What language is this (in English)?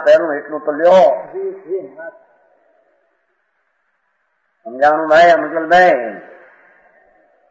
Gujarati